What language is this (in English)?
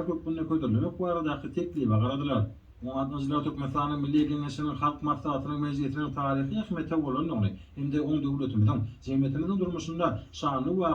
Turkmen